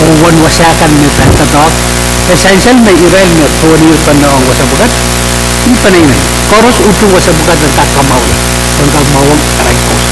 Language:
Pohnpeian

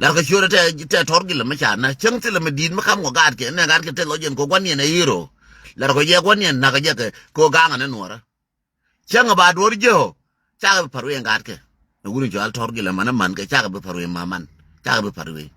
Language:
Nuer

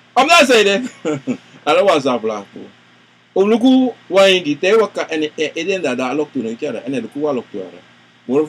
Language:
Sranan Tongo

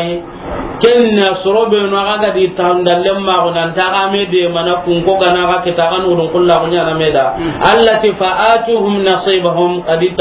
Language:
Soninke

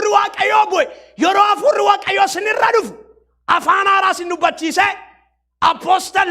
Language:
Oromo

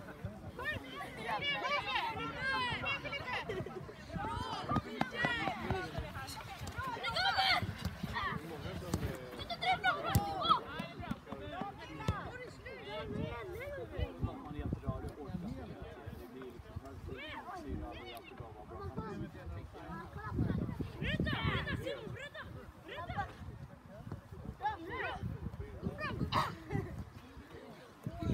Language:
Swedish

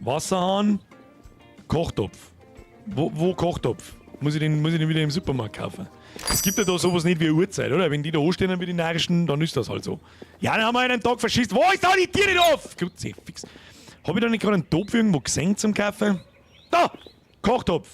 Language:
Bavarian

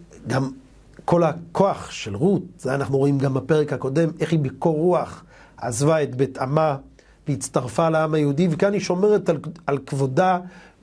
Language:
Hebrew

